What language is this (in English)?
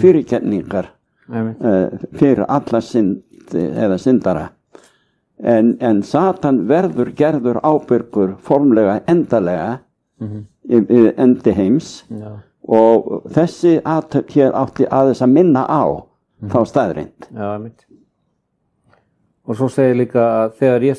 Icelandic